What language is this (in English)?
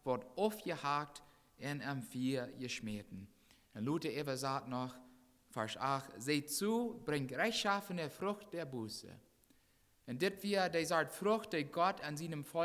Plautdietsch